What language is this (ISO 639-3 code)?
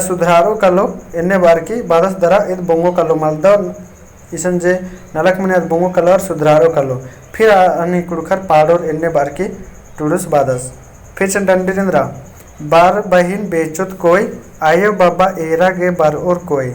kru